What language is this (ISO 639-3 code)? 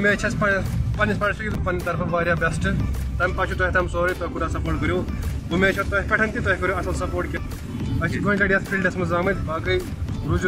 kas